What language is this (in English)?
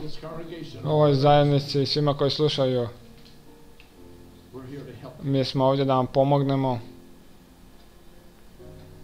Croatian